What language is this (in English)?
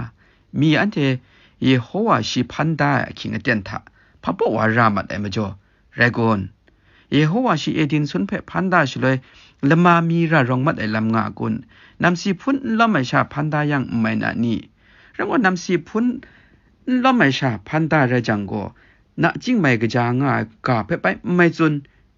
Kachin